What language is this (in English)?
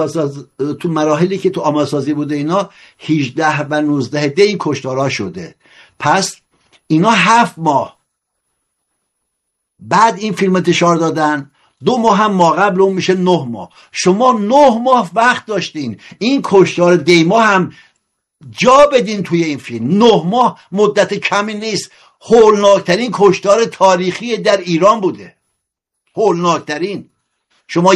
Persian